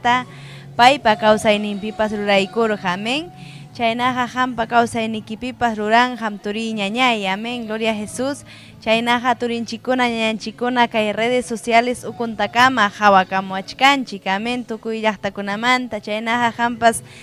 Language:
Ayacucho Quechua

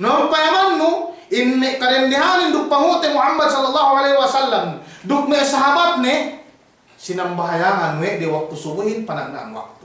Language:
Yakan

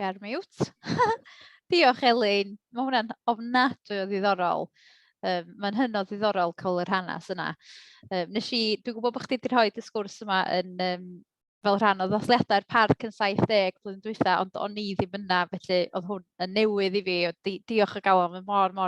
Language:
Welsh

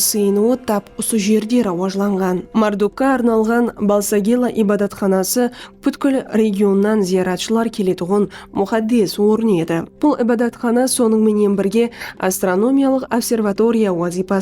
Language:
Kara-Kalpak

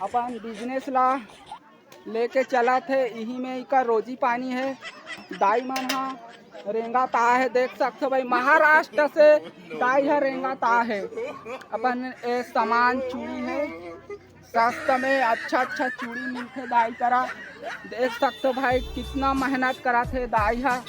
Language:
Chhattisgarhi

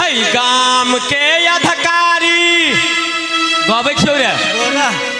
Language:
Maithili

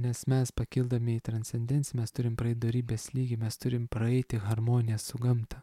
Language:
Lithuanian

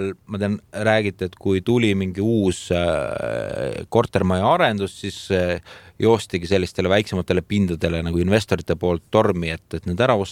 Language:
Estonian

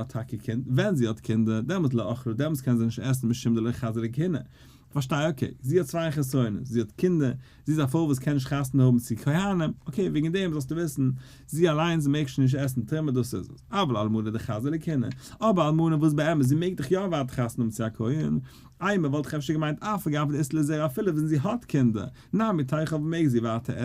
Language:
Yiddish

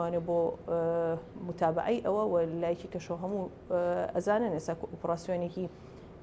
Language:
Central Kurdish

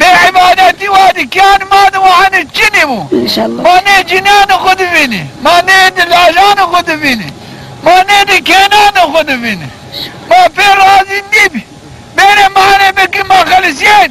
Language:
Zaza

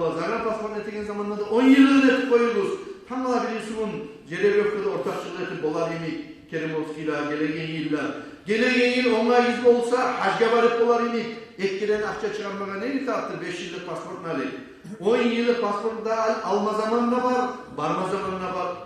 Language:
Kumyk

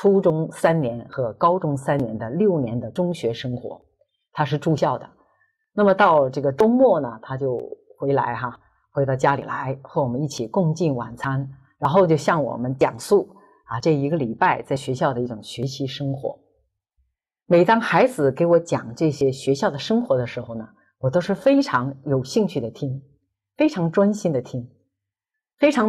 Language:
Chinese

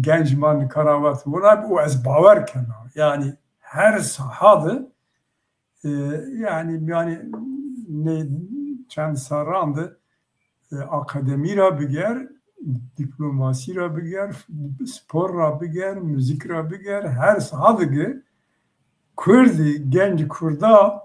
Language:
Zaza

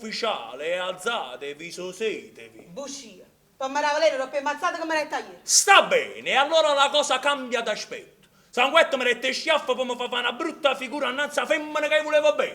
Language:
Neapolitan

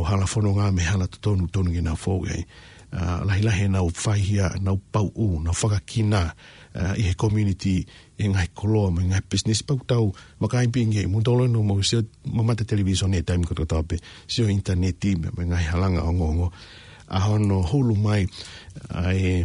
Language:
Tongan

